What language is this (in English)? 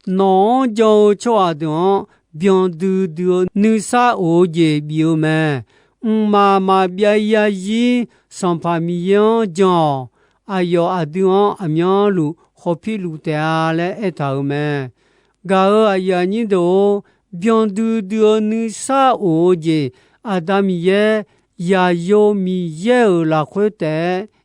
Akha